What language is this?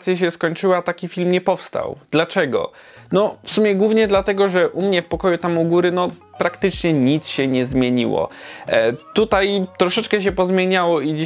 Polish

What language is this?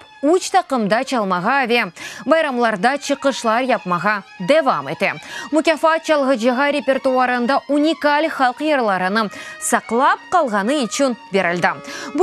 Crimean Tatar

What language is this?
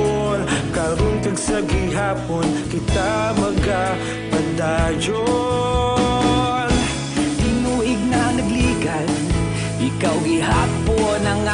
Hiligaynon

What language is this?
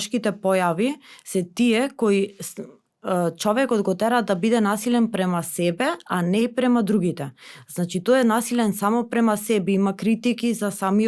Macedonian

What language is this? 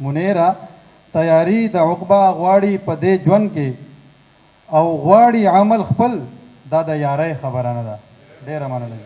Pashto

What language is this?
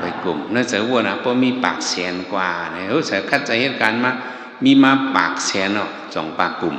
Shan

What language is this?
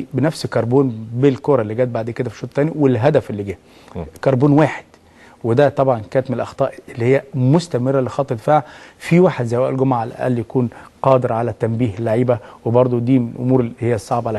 Egyptian Arabic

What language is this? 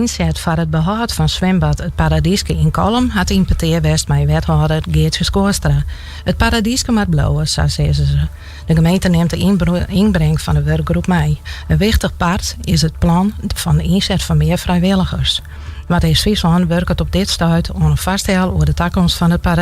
Western Frisian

